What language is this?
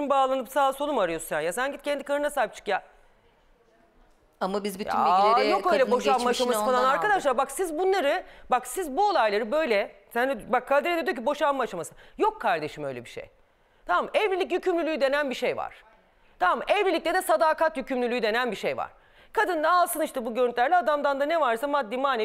Turkish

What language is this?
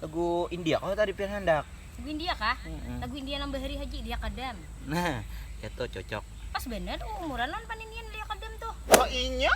Banjar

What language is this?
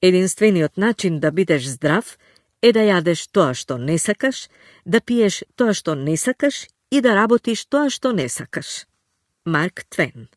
Macedonian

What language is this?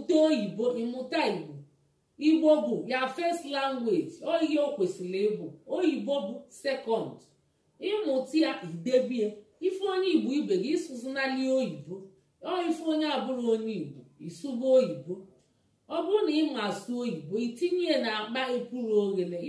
Igbo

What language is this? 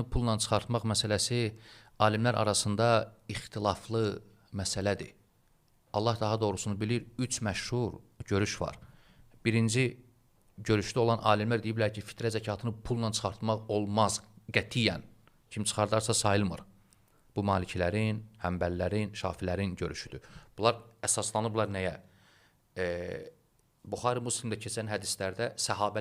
Azerbaijani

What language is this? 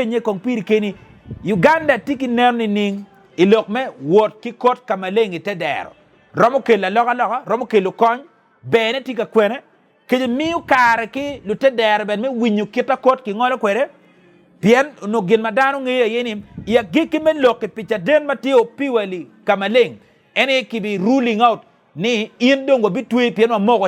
Acoli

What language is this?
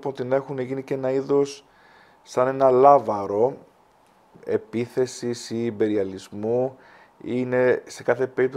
Greek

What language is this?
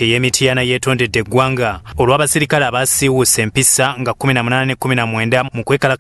Ganda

